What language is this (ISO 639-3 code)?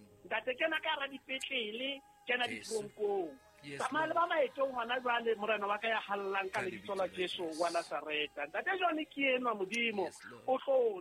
sot